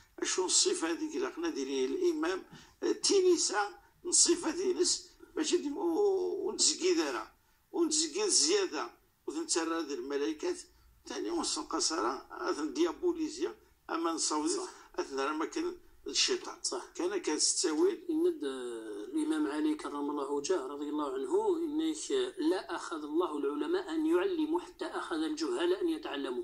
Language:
Moroccan Arabic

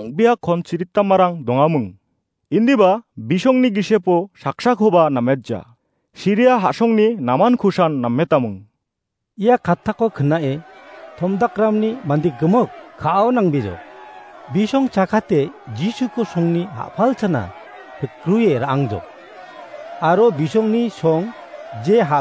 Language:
Garo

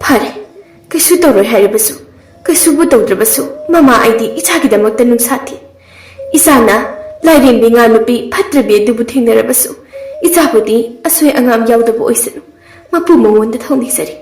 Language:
Manipuri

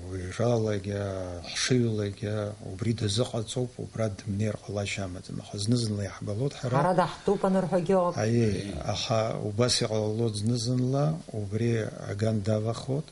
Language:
Abkhazian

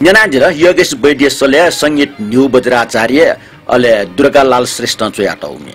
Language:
Newari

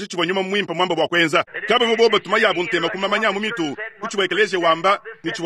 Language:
Luba-Lulua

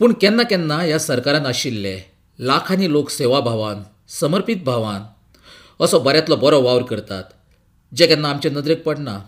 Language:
Konkani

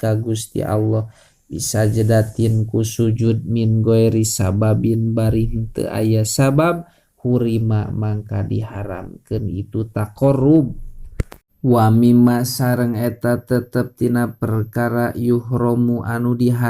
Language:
Sundanese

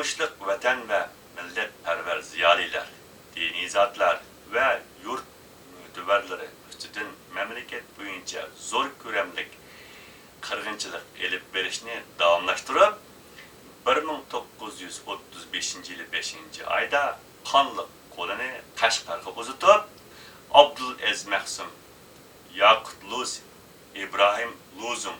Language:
Uyghur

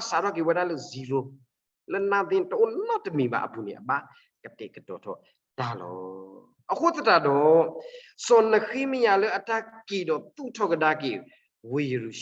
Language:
S'gaw Karen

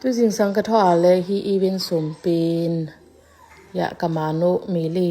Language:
Tedim Chin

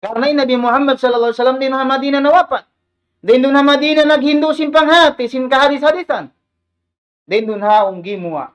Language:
Tausug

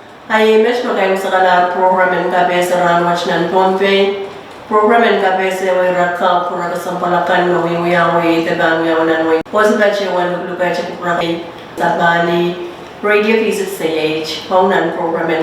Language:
Pohnpeian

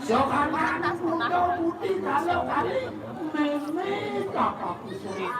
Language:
Balinese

